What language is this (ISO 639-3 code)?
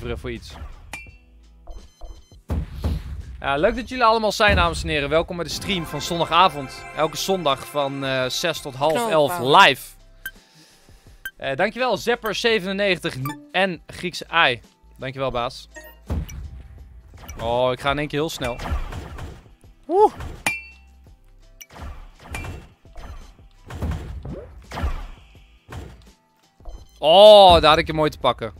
nld